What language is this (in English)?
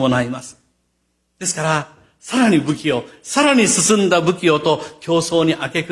Japanese